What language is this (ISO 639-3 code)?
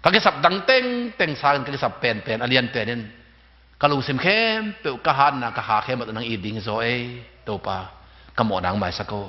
ctd